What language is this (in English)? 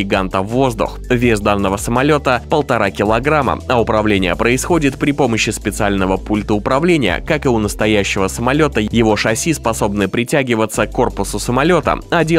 Russian